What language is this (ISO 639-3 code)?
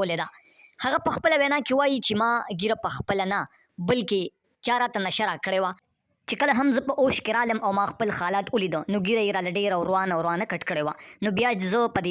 pus